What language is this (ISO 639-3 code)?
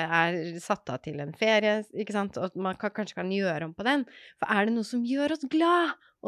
nor